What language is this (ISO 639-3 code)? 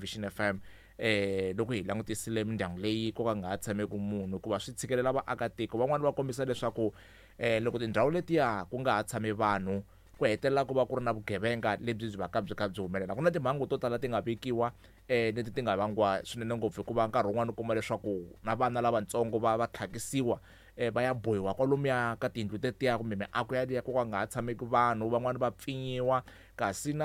tso